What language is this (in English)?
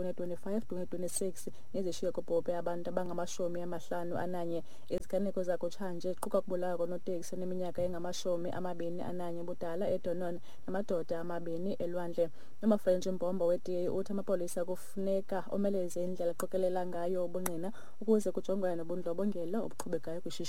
Xhosa